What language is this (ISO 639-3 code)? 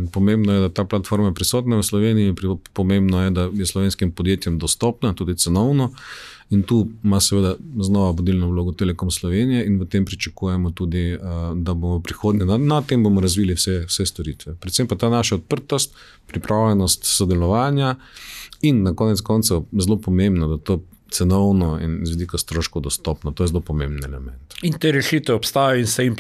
slv